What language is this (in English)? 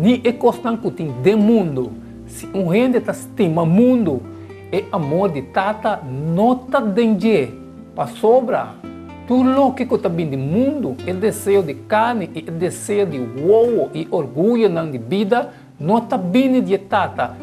Papiamento